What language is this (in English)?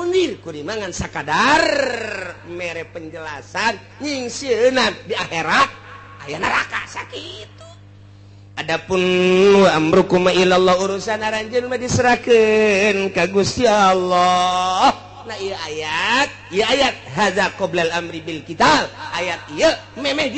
Sundanese